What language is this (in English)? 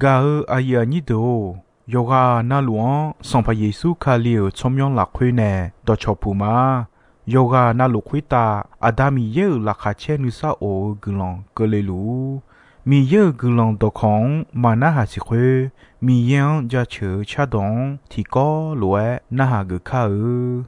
Akha